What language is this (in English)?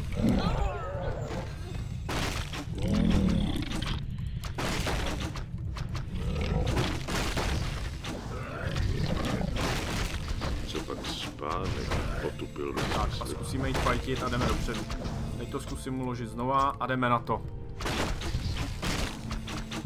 Czech